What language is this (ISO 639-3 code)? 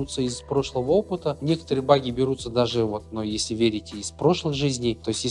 rus